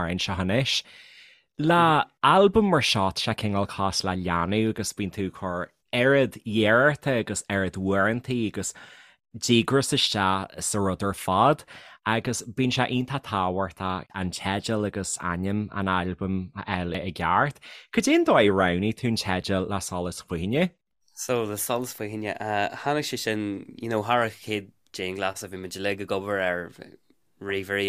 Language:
Irish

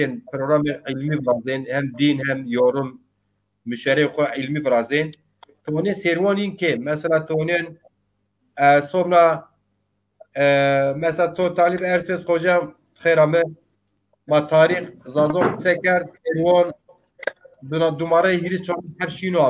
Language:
Zaza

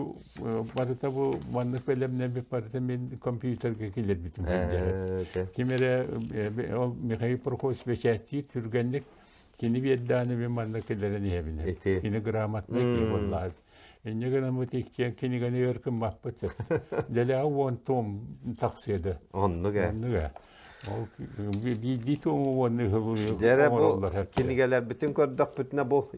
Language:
Yakut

